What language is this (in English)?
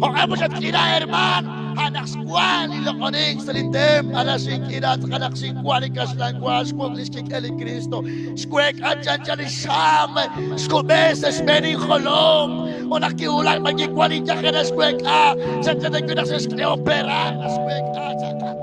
Kekchí